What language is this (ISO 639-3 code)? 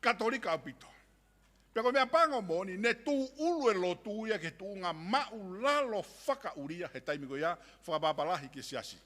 ton